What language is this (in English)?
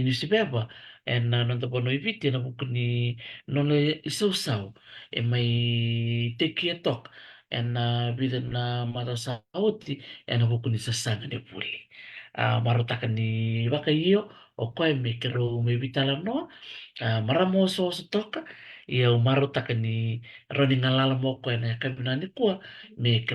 Fijian